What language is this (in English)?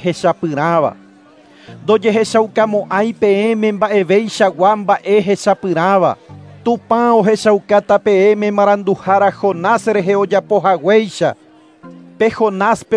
Guarani